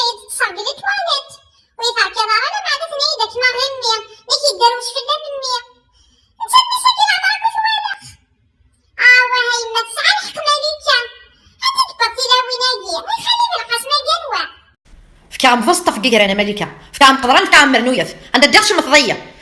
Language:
Kabyle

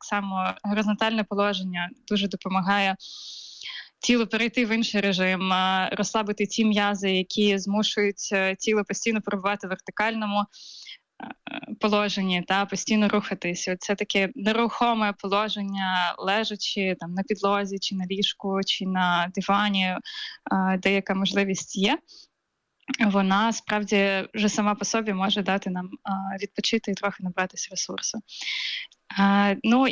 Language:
Ukrainian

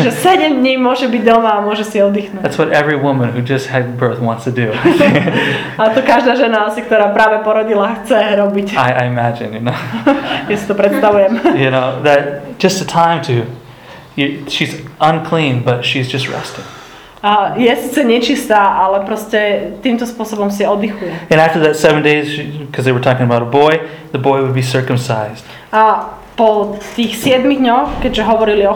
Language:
Slovak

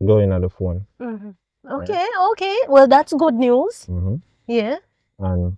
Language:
Jamaican Creole English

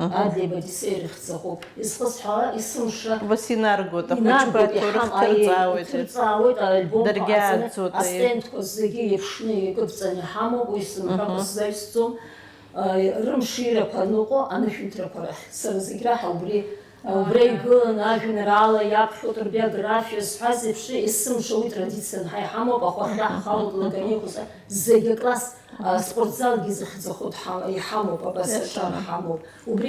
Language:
Abkhazian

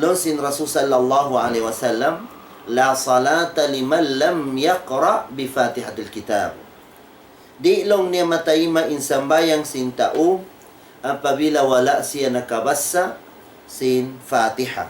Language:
Tausug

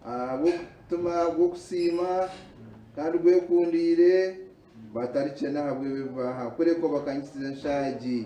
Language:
Nyankole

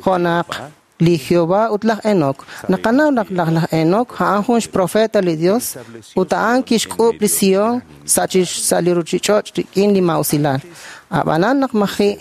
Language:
Kekchí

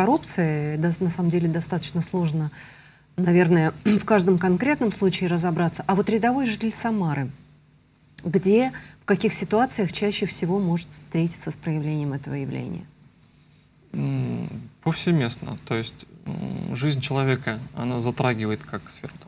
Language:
Russian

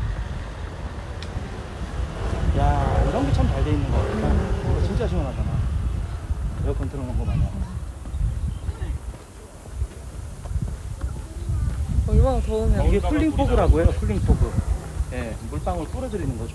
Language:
Korean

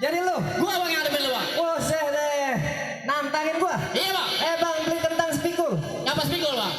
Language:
Betawi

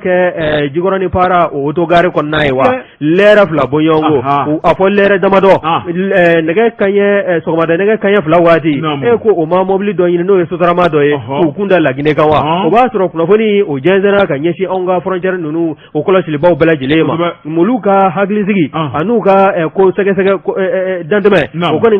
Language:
Bambara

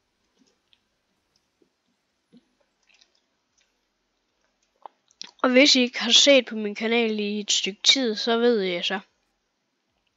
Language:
Danish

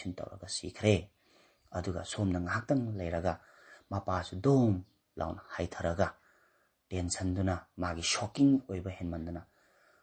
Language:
Manipuri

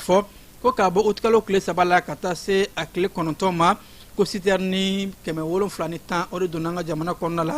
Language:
Bambara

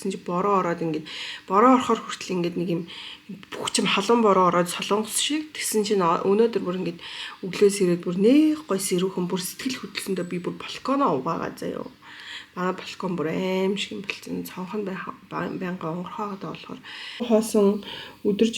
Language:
Mongolian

